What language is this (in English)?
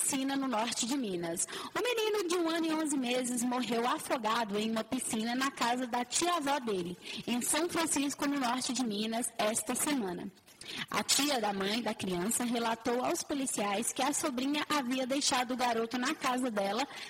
Portuguese